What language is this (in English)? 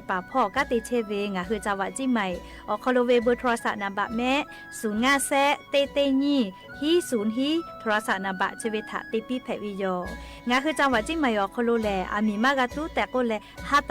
Lahu